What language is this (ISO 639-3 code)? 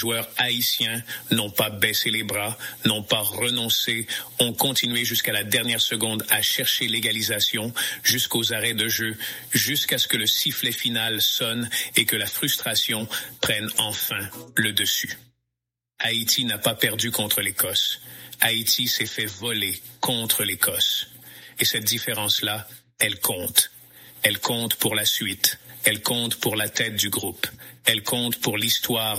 fra